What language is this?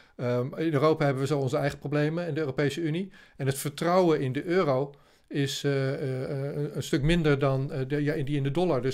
Dutch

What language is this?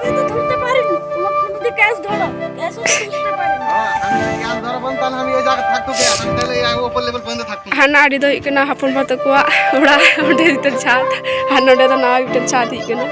Santali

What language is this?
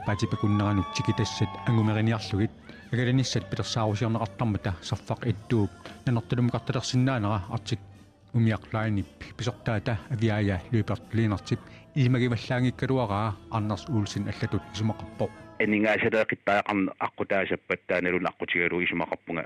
Kalaallisut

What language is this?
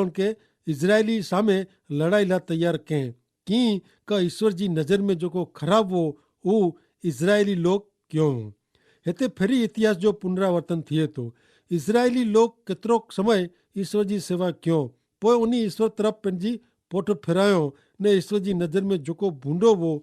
Kachhi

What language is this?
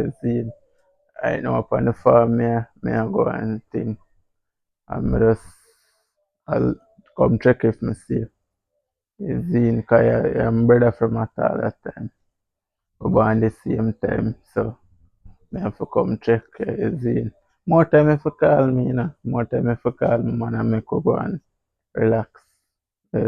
Jamaican Creole English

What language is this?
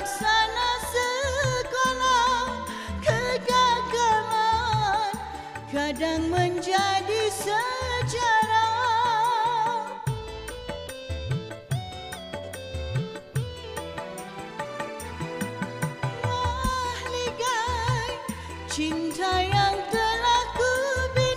Malay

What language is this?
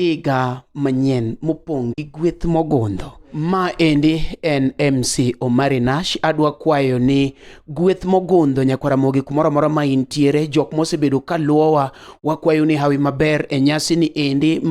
Luo (Kenya and Tanzania)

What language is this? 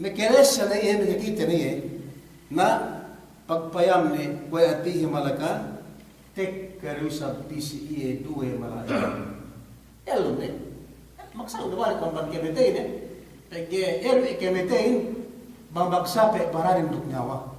Yakan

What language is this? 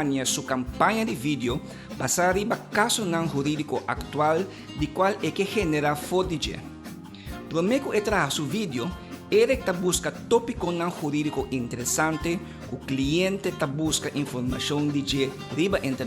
Papiamento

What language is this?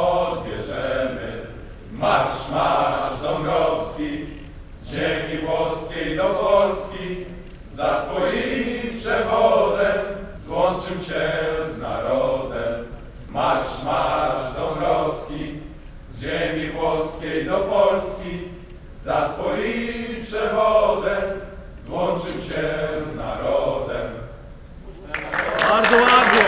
Polish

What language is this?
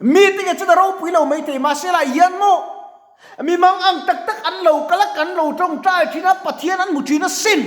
Mizo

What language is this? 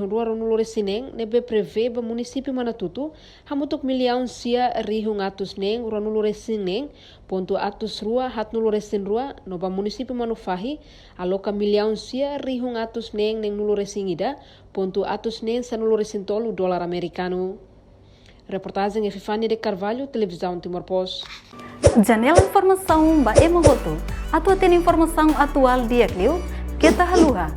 Tetum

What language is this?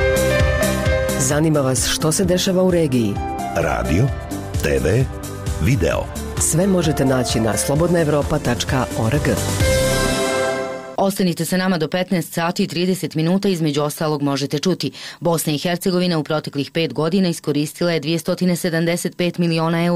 Bosnian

